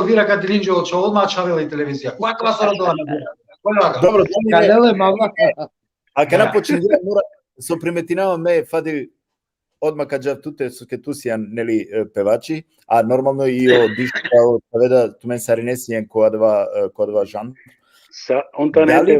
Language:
Balkan Romani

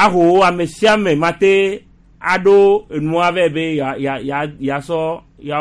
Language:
Gen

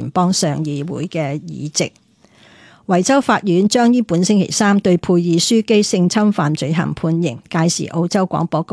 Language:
Cantonese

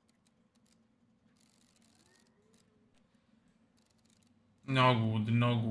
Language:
Italian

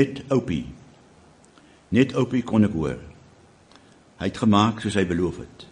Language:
Afrikaans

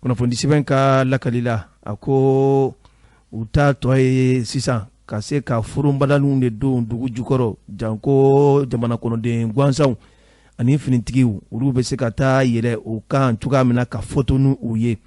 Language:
Bambara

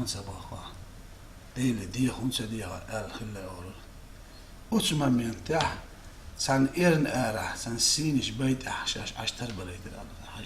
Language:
Chechen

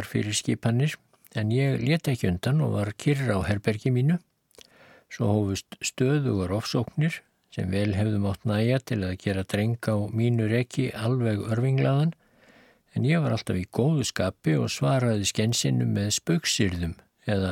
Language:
Icelandic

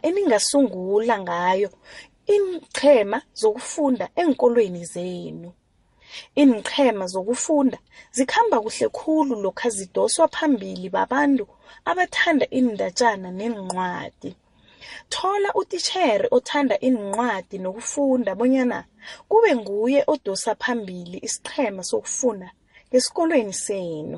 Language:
South Ndebele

